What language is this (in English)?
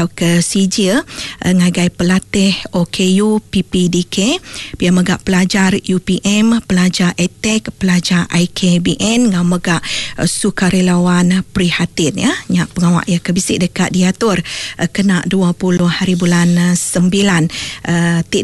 Iban